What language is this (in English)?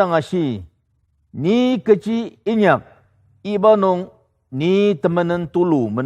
Ao Naga